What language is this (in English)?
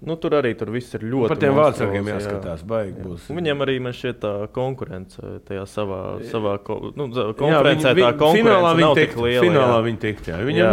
Latvian